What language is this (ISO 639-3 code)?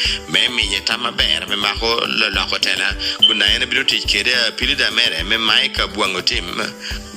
laj